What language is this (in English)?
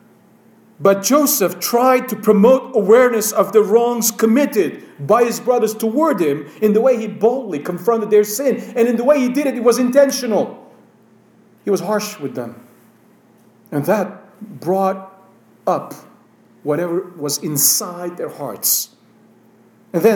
English